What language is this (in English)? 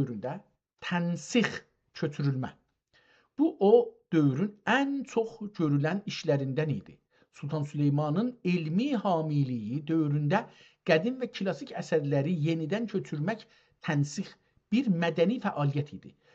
South Azerbaijani